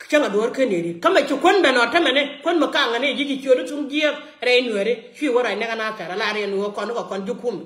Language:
Nuer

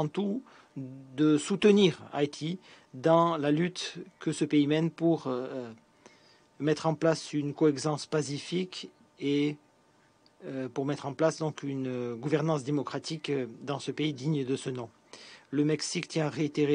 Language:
French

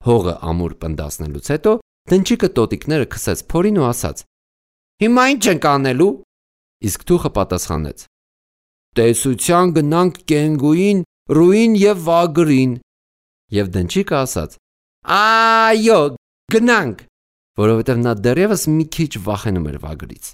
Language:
Armenian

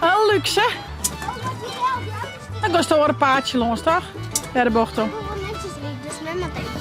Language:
Western Frisian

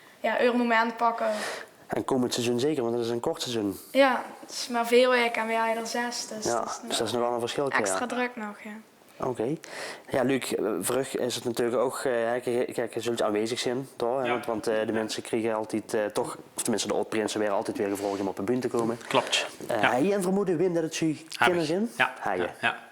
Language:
Limburgish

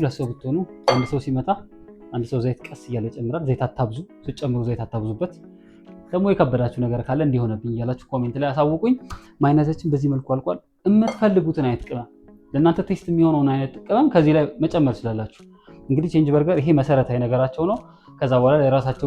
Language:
Amharic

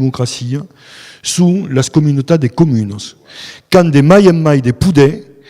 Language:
Occitan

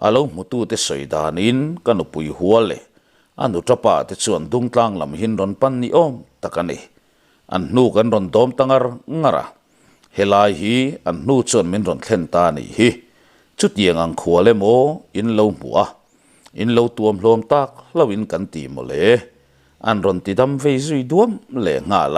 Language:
Mizo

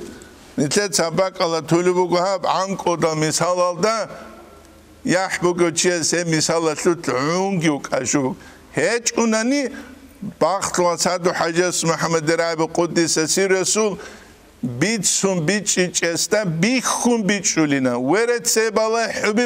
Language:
Avaric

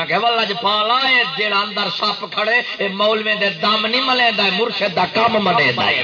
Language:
Saraiki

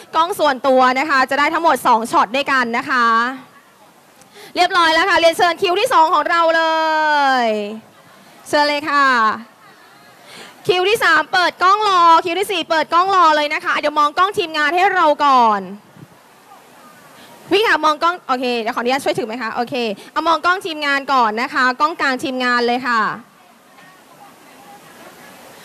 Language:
Thai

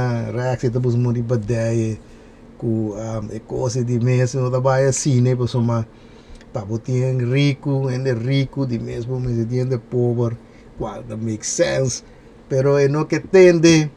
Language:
Papiamento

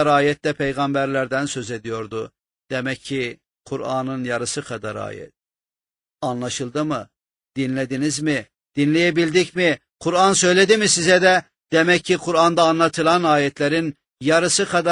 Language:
Turkish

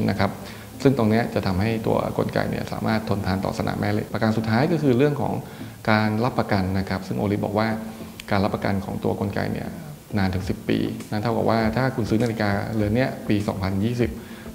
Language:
Thai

